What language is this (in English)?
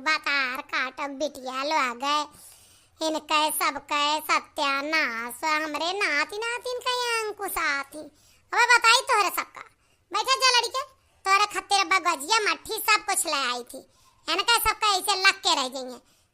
Awadhi